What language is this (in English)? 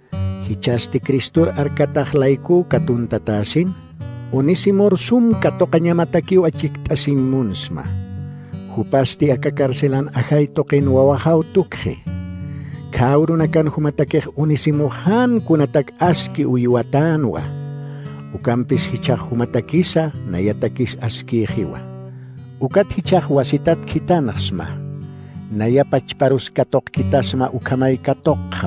Aymara